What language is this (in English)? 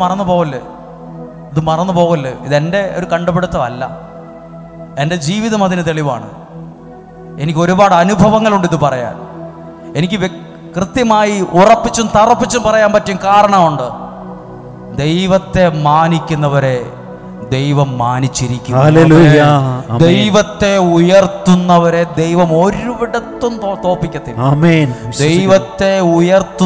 Malayalam